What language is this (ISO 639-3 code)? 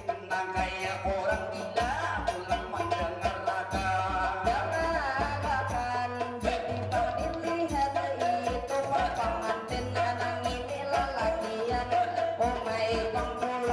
bjn